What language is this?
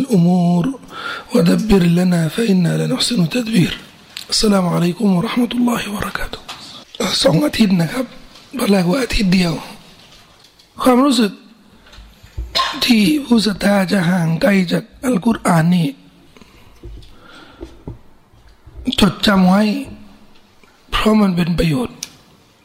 Thai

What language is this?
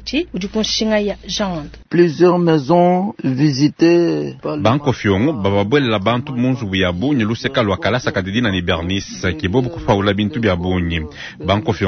Luba-Lulua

